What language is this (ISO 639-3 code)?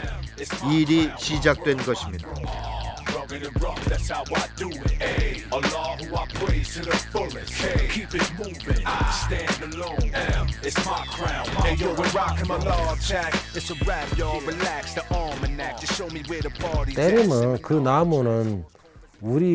kor